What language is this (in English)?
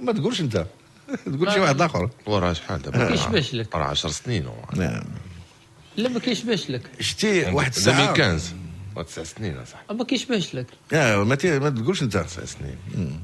Moroccan Arabic